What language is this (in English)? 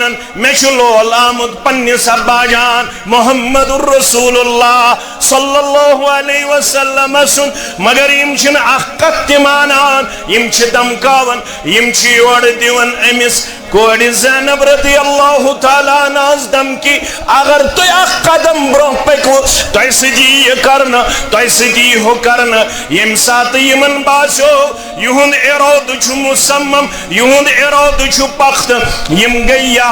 Kashmiri